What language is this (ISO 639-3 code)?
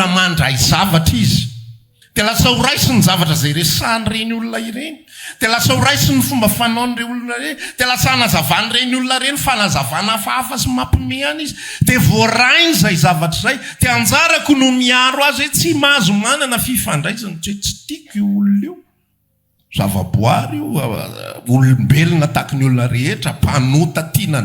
mlg